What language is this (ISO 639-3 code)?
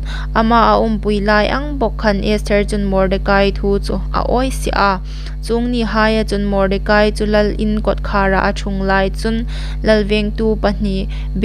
hmr